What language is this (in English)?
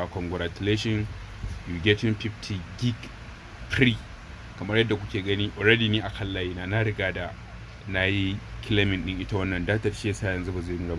Hausa